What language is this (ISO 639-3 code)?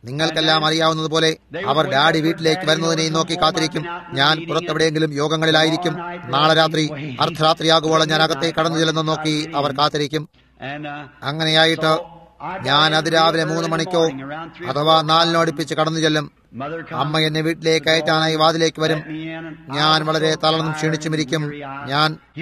mal